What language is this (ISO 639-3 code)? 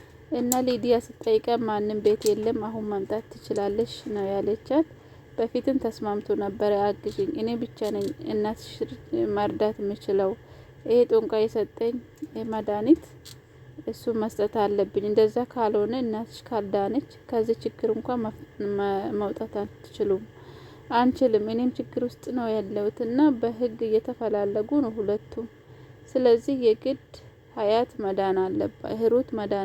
amh